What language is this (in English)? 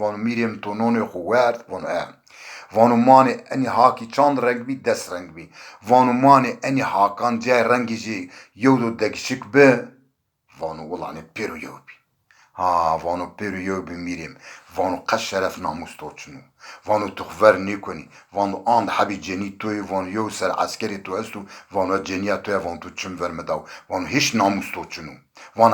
Zaza